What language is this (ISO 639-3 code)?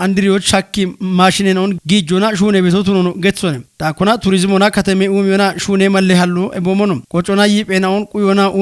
kbr